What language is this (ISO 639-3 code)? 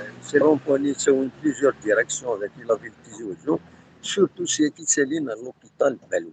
kab